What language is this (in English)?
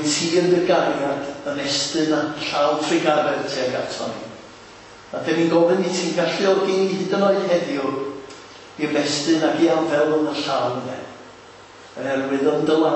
Welsh